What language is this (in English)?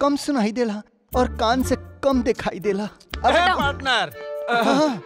Bhojpuri